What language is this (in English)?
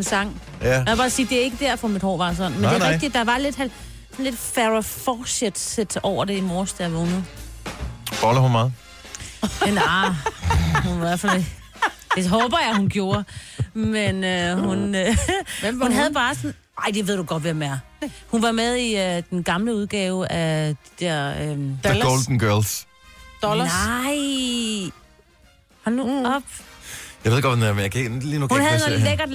Danish